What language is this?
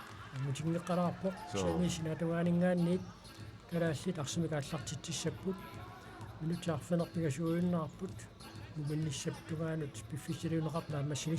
Kalaallisut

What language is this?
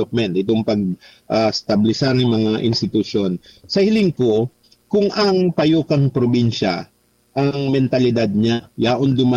Bikol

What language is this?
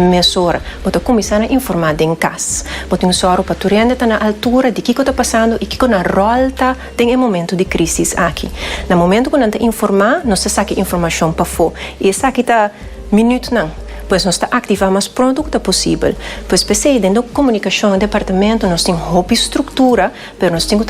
Papiamento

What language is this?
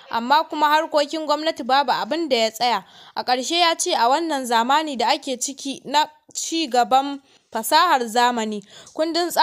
Hausa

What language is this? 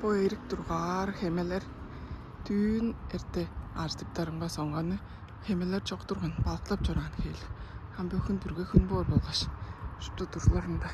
Tuvinian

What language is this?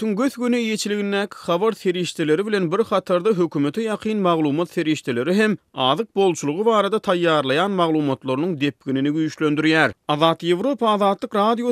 Turkmen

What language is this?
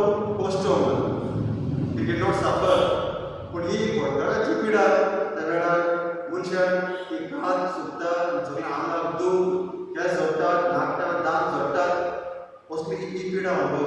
Konkani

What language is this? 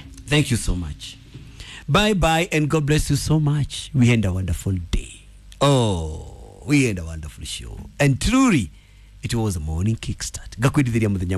Kikuyu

